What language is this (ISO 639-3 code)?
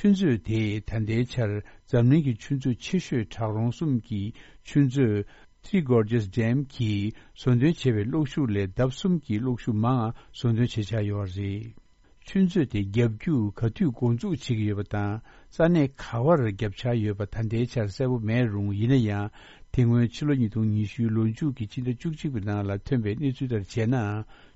bod